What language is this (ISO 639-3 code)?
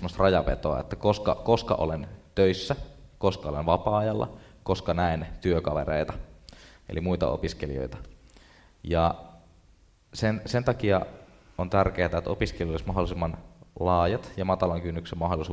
fin